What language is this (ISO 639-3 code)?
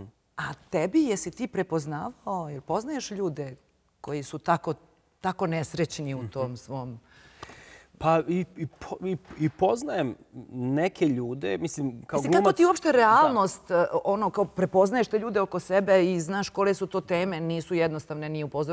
srp